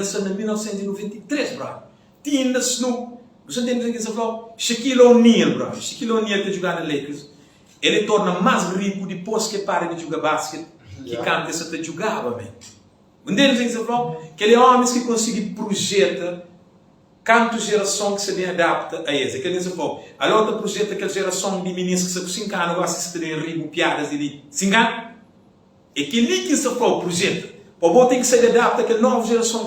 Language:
Kabuverdianu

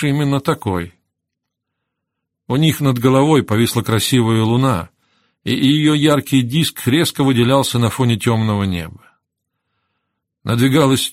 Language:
Russian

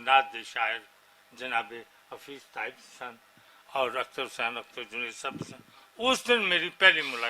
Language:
Western Panjabi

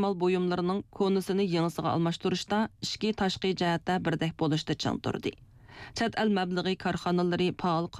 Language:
Uyghur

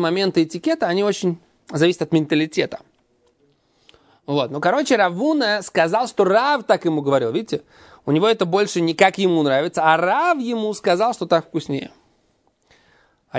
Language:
Russian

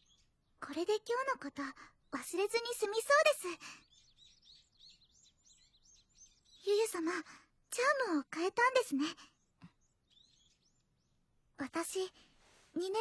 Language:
Japanese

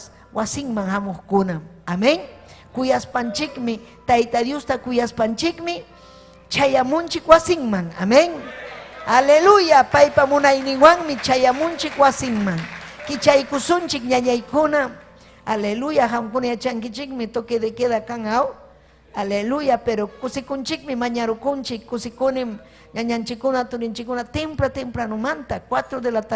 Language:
Ayacucho Quechua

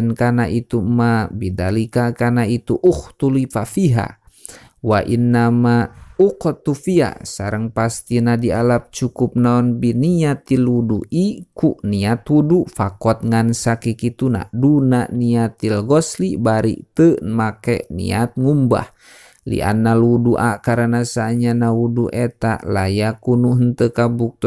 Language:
Sundanese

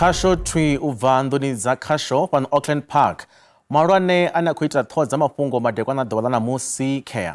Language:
Venda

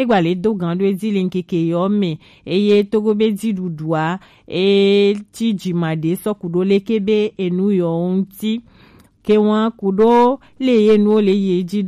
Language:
Gen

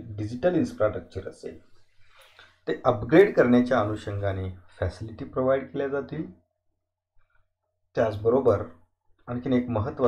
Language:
Marathi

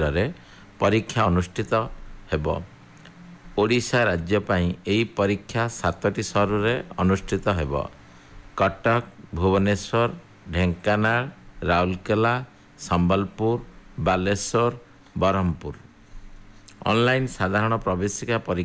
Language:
Odia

